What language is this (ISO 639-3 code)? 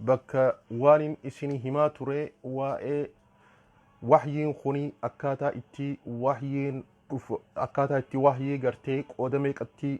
orm